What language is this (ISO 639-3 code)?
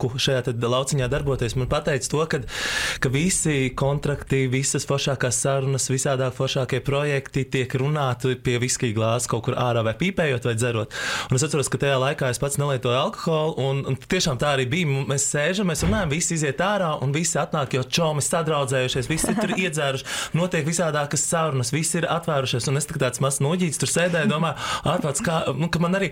lav